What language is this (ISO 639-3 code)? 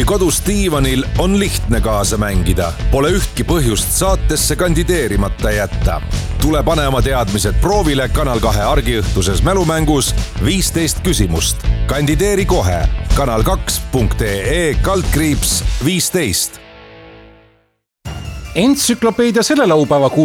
est